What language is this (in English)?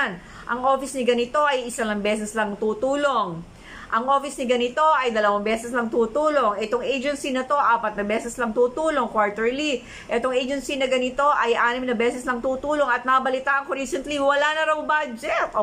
Filipino